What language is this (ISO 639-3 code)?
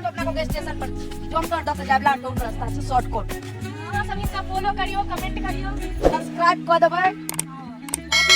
mai